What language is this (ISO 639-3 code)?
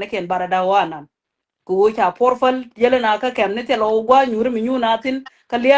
nus